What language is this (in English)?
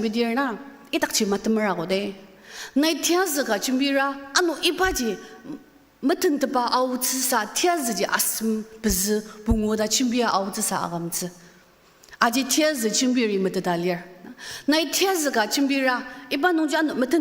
Ao Naga